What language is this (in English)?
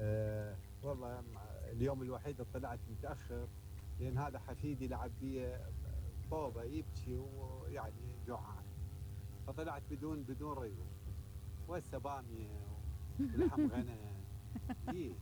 Mesopotamian Arabic